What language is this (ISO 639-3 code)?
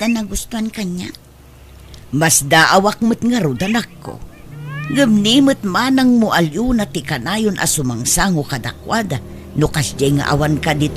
ilo